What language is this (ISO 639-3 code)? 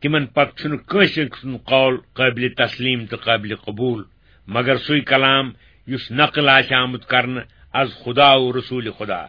kas